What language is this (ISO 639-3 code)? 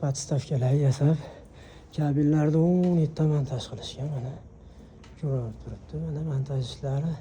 uzb